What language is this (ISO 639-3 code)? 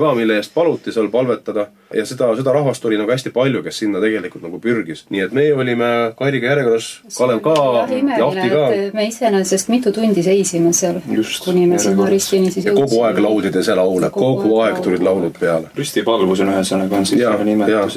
est